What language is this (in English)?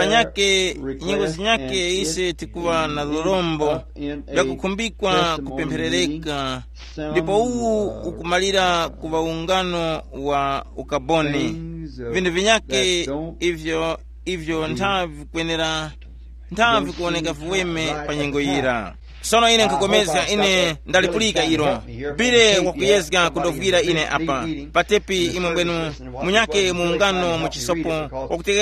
Tumbuka